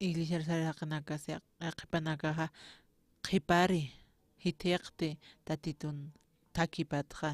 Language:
Aymara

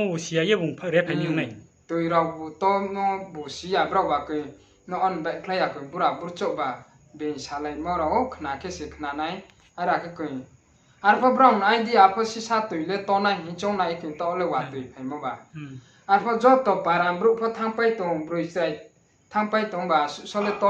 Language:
Riang (India)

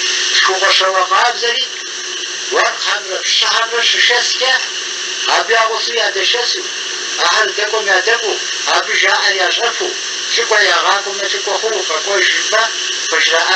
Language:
Kabardian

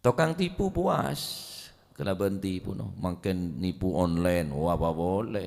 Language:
Madurese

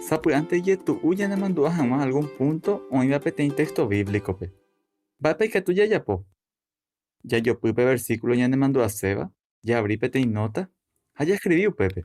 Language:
Guarani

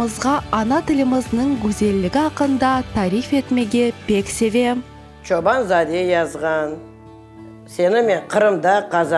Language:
Crimean Tatar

